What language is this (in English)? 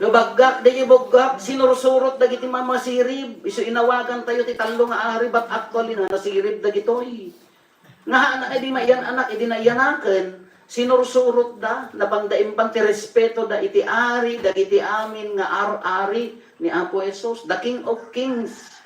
Iloko